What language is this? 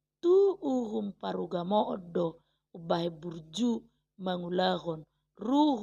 Batak Toba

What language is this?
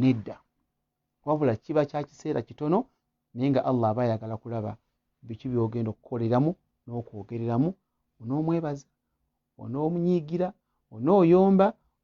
Ganda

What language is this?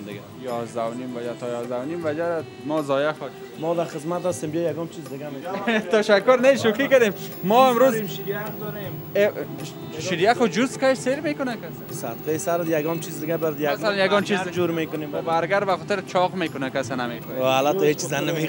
Persian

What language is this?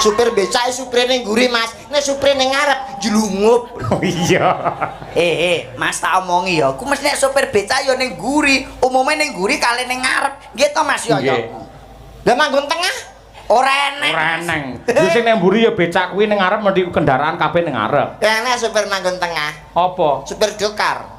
Javanese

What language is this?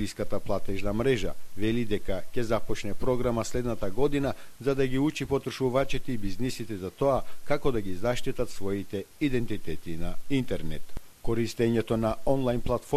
Macedonian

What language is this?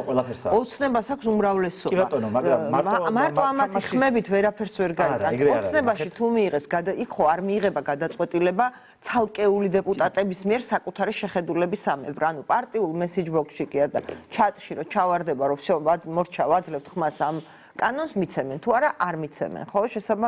Georgian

